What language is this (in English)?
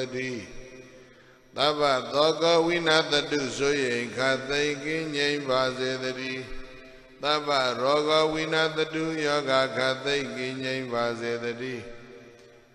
Burmese